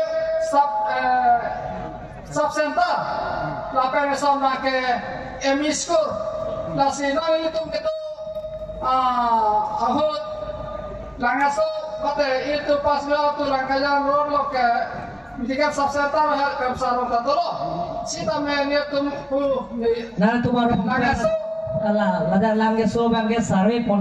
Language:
Karbi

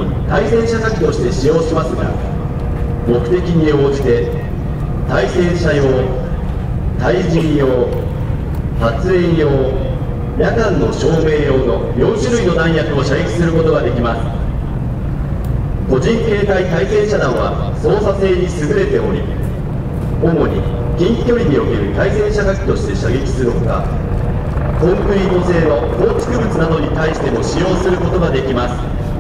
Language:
Japanese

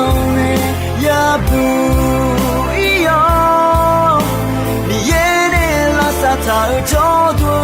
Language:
Akha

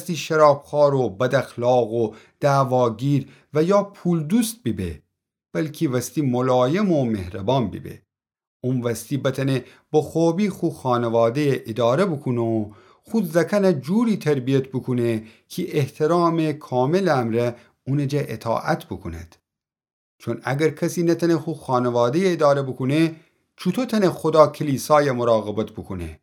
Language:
Gilaki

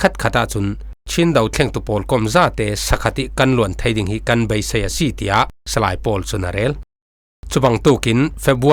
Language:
Falam Chin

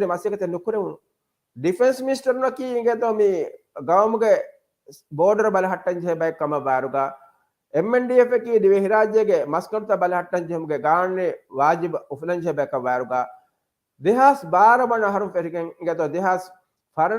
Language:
Divehi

